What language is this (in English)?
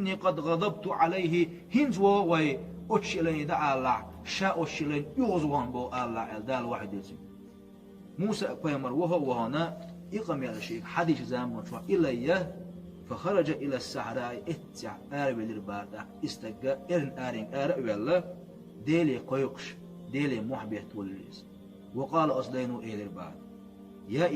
Chechen